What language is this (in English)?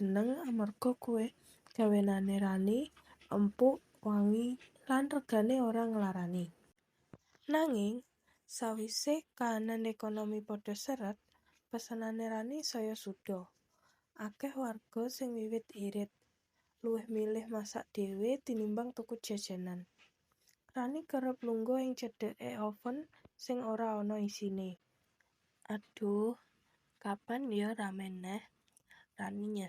Javanese